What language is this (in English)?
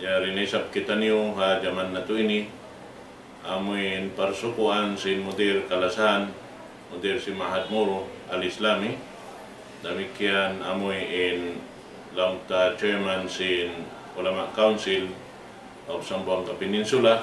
Tausug